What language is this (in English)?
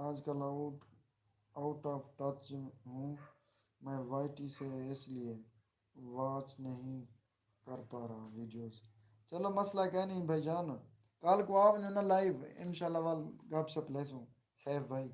Saraiki